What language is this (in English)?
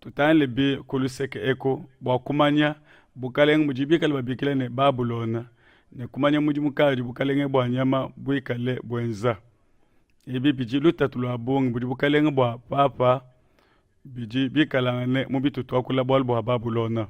Luba-Lulua